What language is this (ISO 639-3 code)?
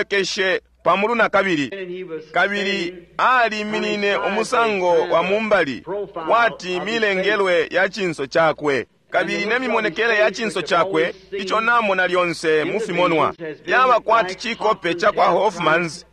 bem